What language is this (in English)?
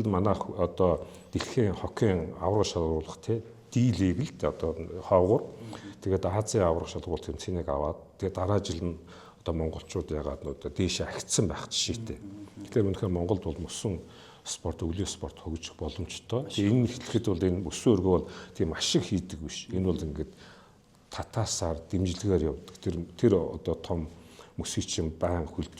Mongolian